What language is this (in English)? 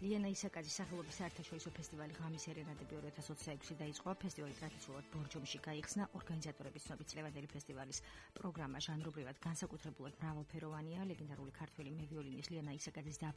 Georgian